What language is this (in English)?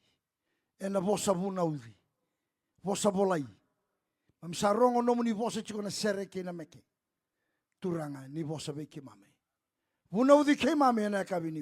Fijian